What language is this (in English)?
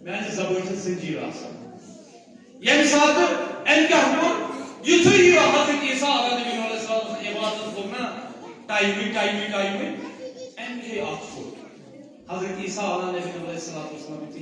Kashmiri